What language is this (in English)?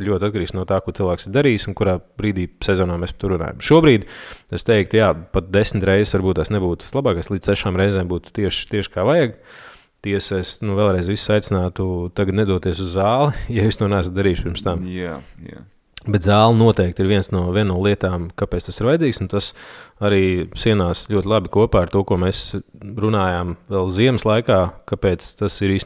Latvian